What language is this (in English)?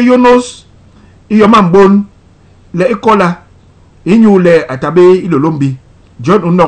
Basaa